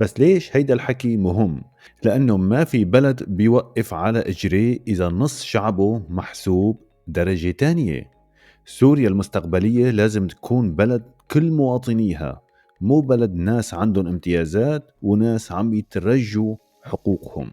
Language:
North Levantine Arabic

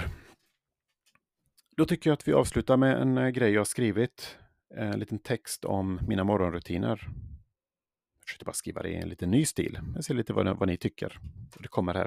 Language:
Swedish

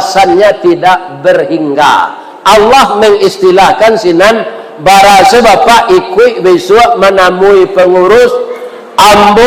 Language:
Minangkabau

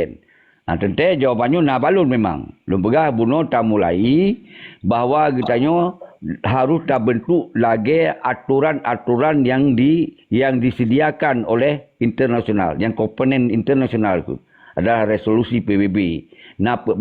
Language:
Achinese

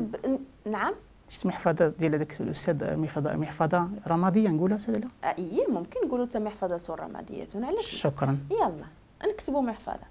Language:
Moroccan Arabic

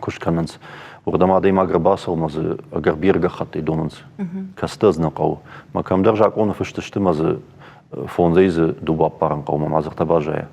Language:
Ossetic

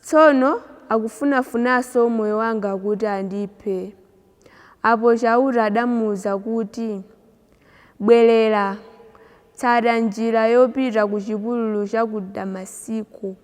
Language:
Nyanja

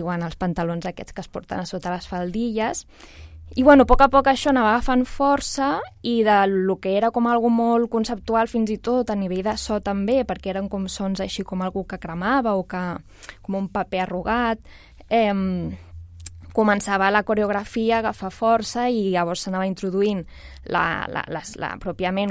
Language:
Catalan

